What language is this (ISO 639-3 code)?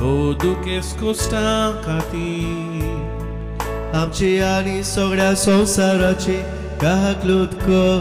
kok